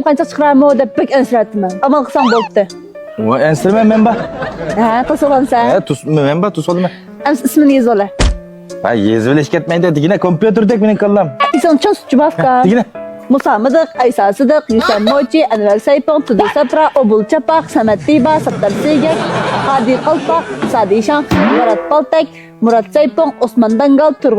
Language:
Uyghur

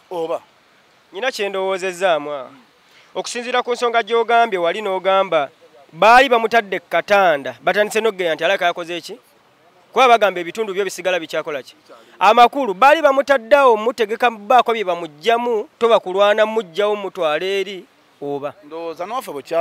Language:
Ganda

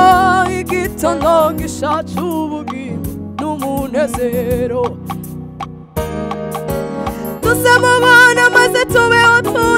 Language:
Kinyarwanda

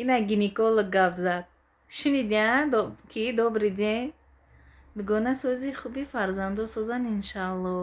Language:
Tajik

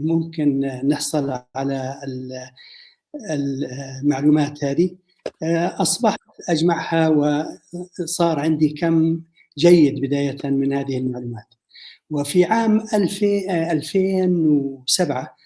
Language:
North Levantine Arabic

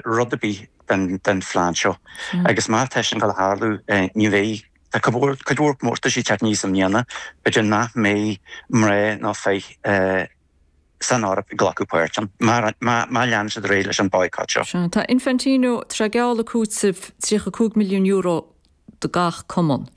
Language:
Irish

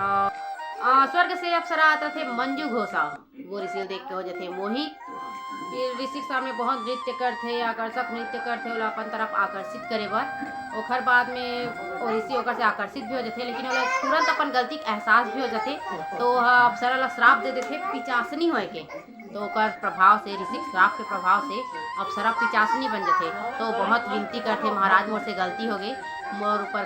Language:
Chhattisgarhi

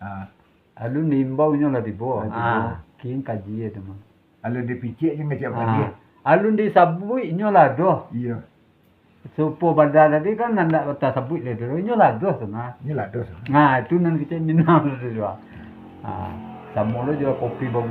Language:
Minangkabau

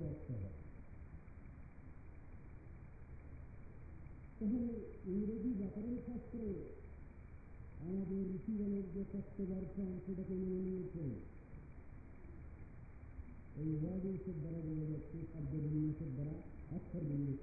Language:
Bangla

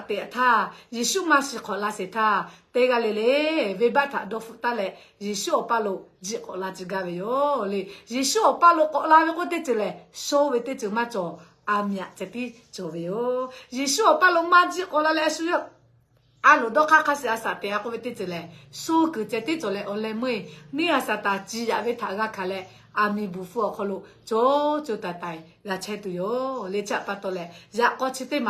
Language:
Lahu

